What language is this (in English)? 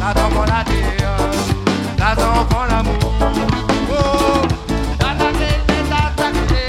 Réunion Creole French